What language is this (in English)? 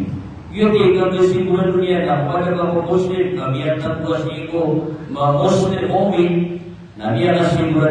Maranao